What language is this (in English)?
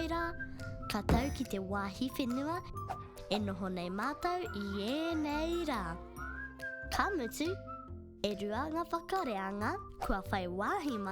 Māori